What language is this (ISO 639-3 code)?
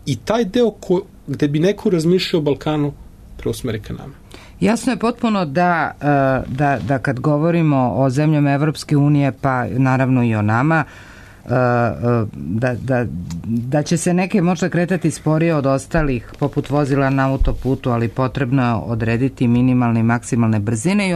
srp